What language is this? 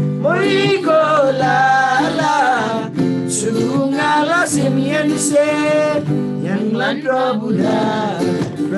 Eastern Tamang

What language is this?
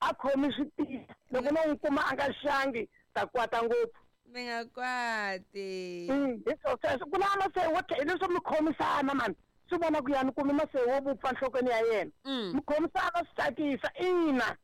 Tsonga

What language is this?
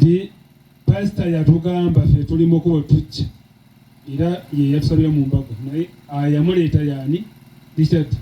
Ganda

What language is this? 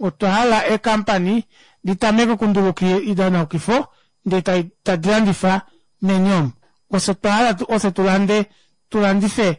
Kuanyama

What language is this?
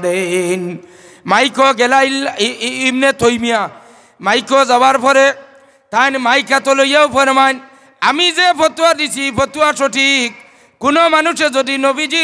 Sylheti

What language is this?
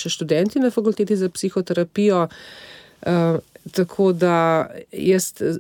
Slovenian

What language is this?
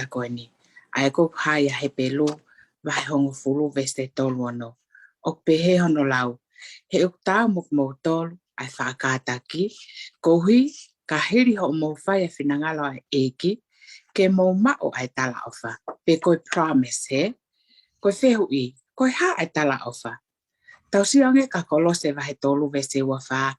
Tongan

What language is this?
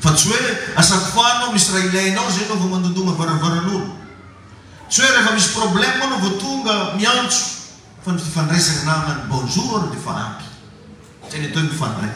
Malagasy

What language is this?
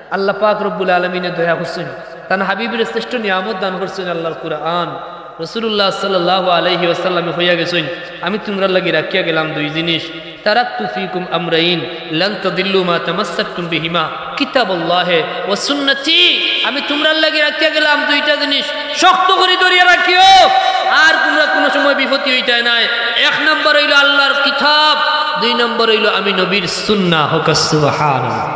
Sylheti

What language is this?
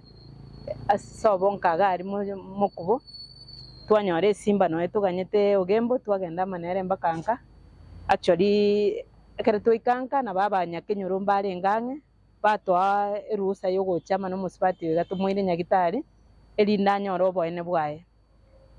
Gusii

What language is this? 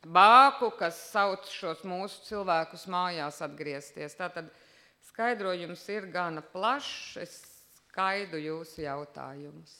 Latvian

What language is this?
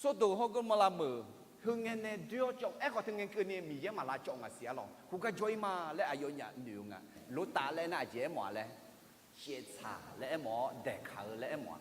Akha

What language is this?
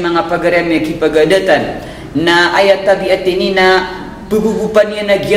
Maranao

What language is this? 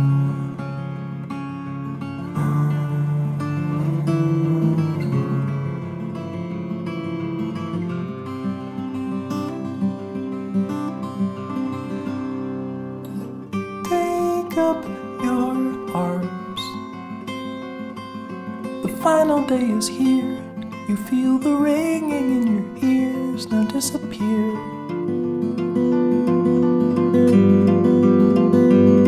English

